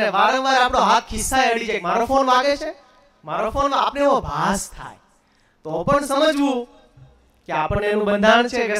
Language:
Gujarati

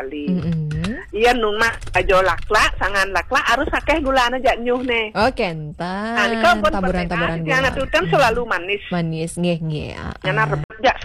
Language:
Balinese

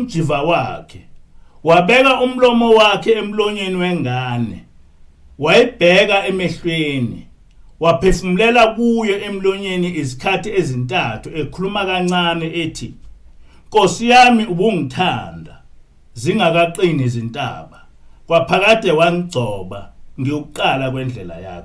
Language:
Zulu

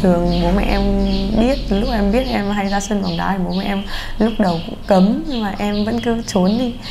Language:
Vietnamese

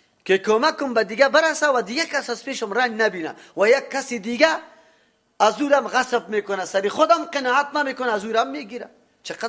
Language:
Persian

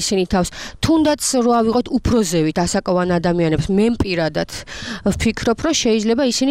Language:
Georgian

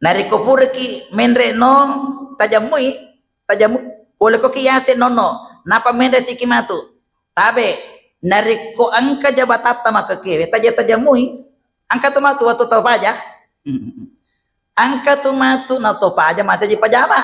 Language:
Buginese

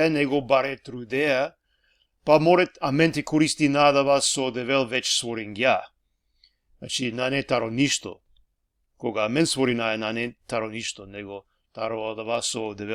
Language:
Balkan Romani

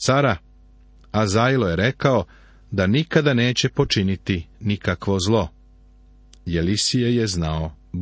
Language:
Serbian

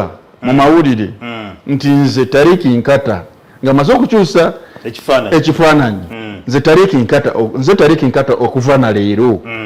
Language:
Ganda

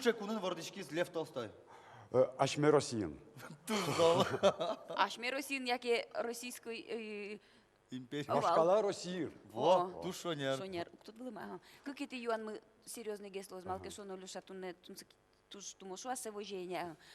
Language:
Udmurt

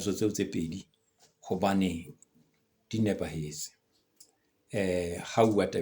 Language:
Southern Sotho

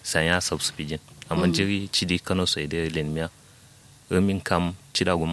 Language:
Kanuri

